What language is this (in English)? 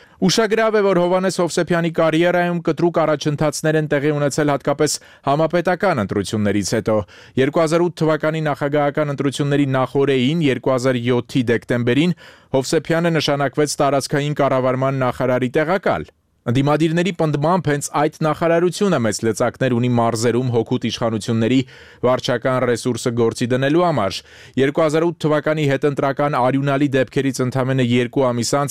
Armenian